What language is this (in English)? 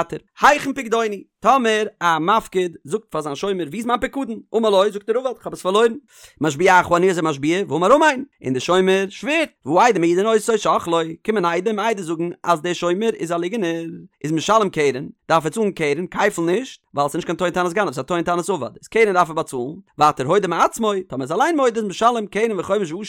Yiddish